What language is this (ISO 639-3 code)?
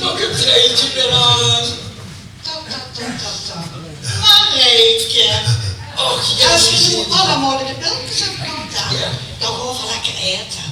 lim